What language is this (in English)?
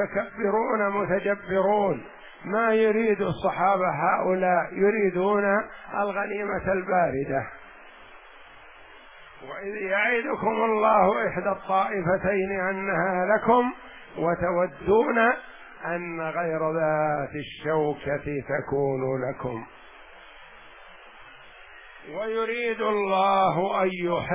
Arabic